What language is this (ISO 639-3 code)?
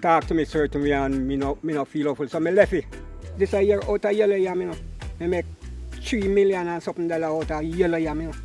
jam